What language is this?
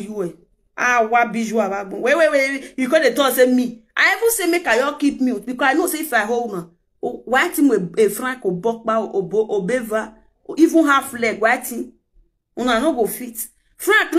Nigerian Pidgin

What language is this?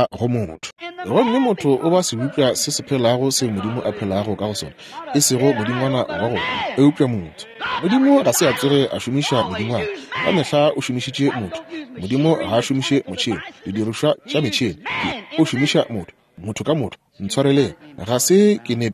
Northern Sotho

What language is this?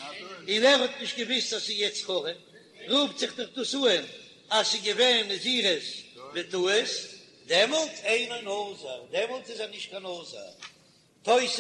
Yiddish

